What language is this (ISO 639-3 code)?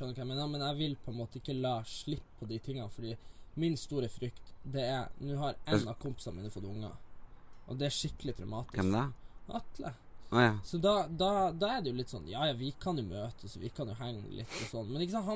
nor